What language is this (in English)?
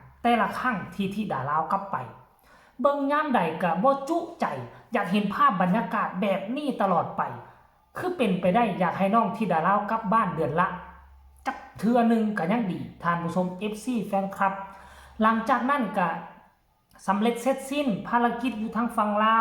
Lao